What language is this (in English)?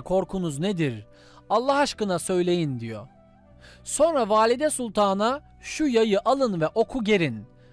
Turkish